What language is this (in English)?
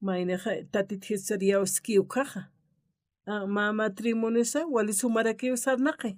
Aymara